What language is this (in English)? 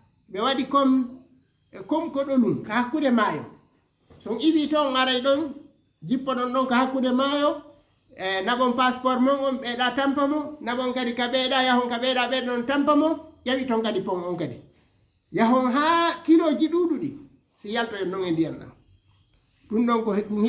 Fula